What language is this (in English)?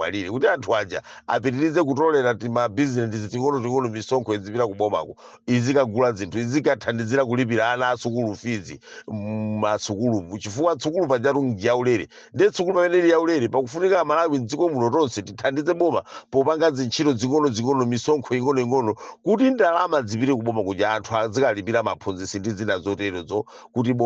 Nyanja